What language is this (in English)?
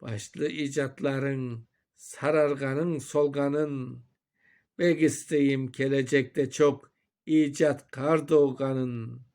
Crimean Tatar